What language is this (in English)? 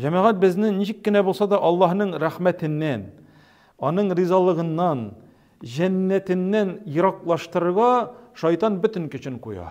Tatar